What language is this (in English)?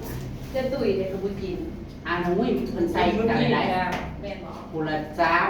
Northeastern Thai